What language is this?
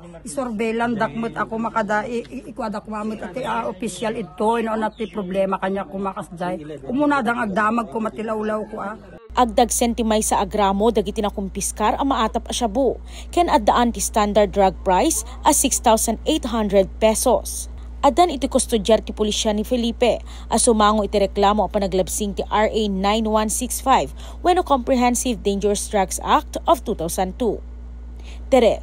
Iloko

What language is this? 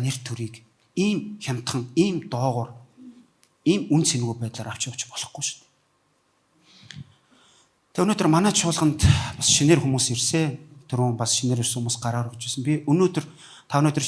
Mongolian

